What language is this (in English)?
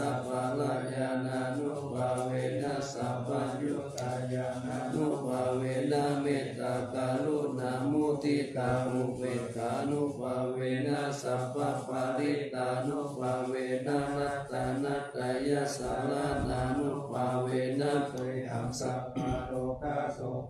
Pali